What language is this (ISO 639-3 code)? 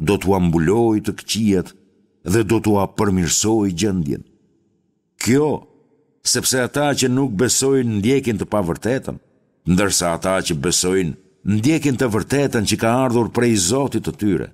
sqi